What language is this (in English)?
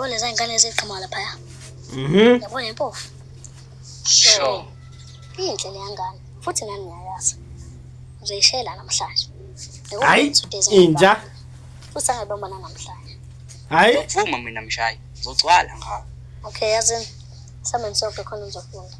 Zulu